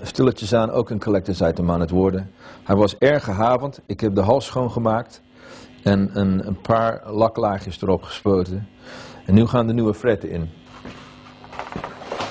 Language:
Dutch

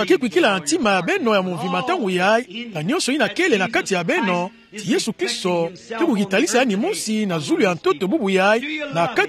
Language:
Kituba (Democratic Republic of Congo)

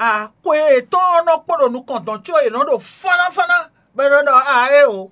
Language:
Fon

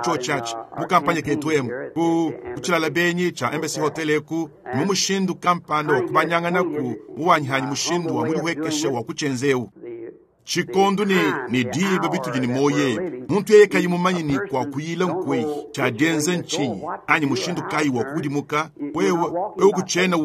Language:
Luba-Lulua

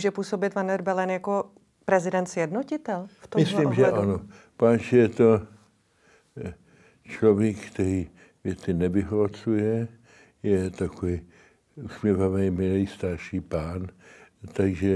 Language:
Czech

